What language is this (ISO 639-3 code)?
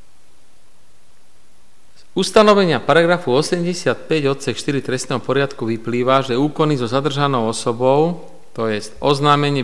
slk